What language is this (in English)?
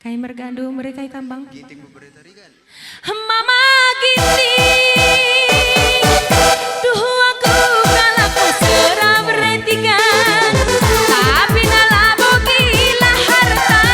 Batak Karo